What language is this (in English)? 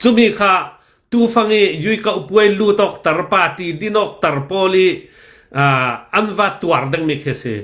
Hakha Chin